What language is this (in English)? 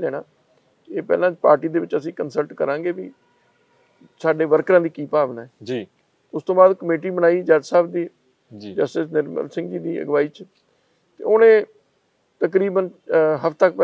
Punjabi